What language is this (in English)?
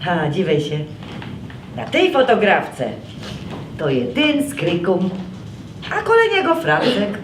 Silesian